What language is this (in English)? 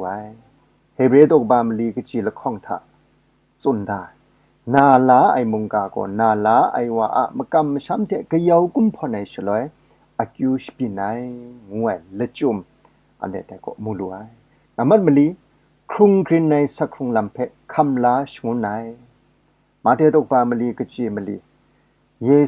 Kachin